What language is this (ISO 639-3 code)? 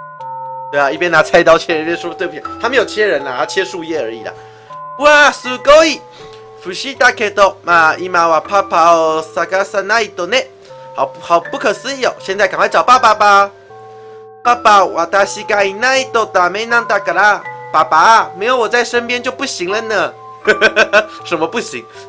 zho